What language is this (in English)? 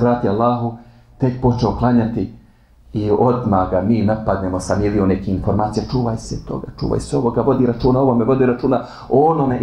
Bosnian